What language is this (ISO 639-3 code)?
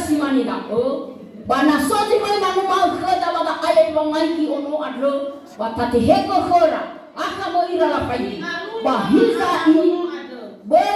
nia